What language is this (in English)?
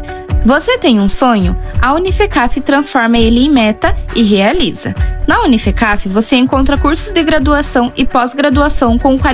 Portuguese